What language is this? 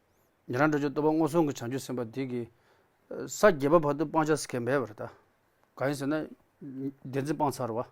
Tibetan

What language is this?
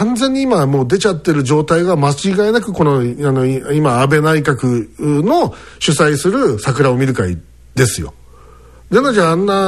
Japanese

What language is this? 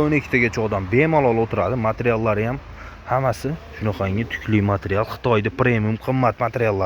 Uzbek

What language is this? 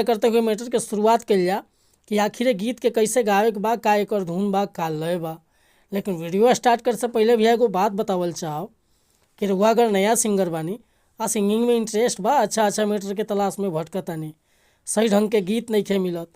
Bhojpuri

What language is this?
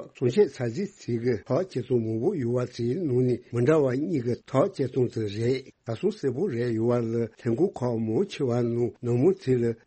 Tibetan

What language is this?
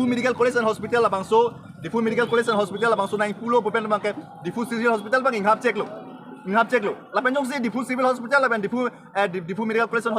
Karbi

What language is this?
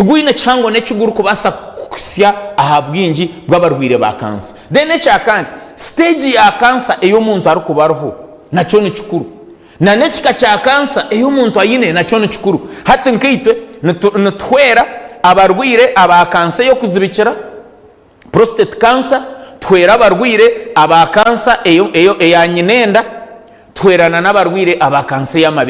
Nyankole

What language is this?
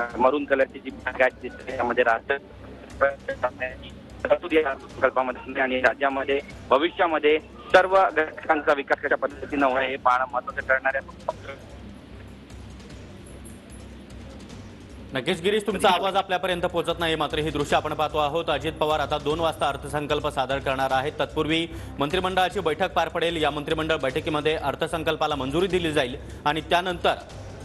Marathi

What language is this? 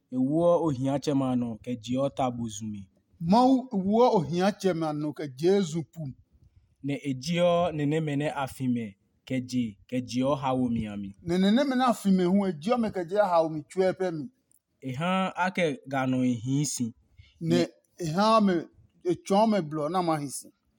Adangme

